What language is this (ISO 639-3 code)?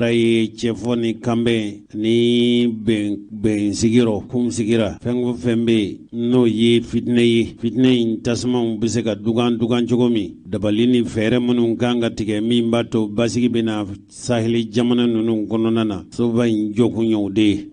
bam